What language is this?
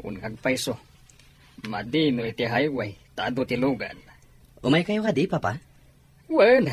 Iloko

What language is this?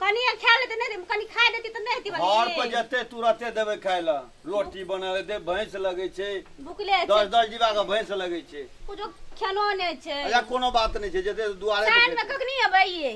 Maithili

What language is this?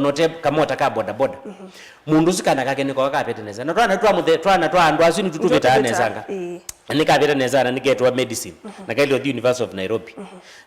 Kamba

